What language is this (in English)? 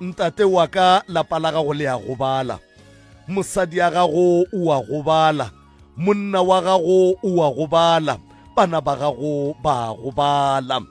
Northern Sotho